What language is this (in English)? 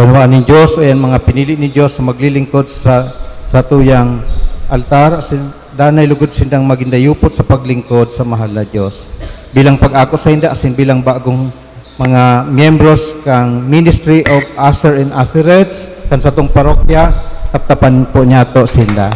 Bikol